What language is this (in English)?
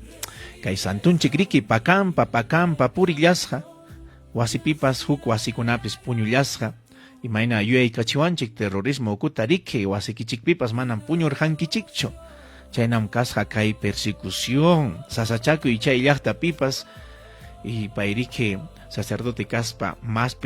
Ayacucho Quechua